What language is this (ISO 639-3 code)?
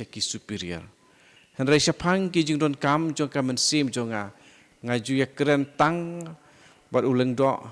kha